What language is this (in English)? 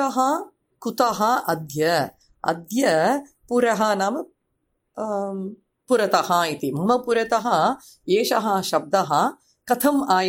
Sanskrit